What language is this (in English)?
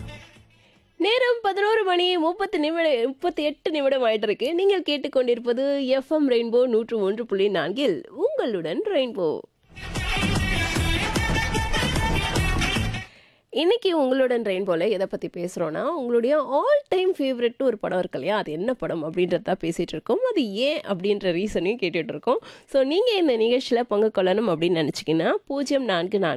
Tamil